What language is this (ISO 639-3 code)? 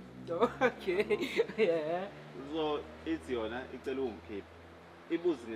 zul